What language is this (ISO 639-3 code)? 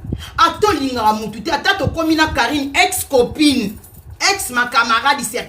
lin